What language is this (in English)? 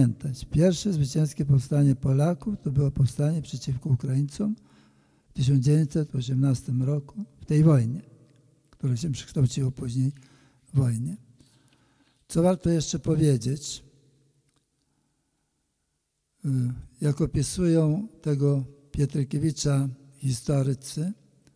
Polish